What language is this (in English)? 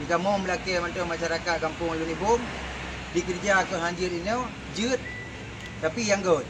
Achinese